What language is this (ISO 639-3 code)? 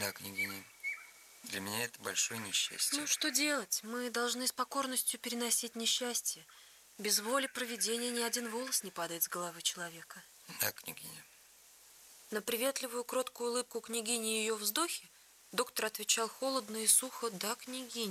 rus